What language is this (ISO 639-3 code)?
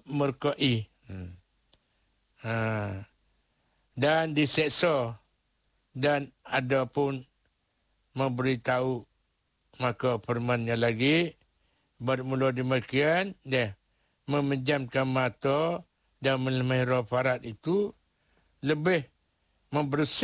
msa